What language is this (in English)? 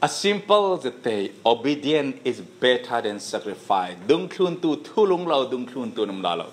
Falam Chin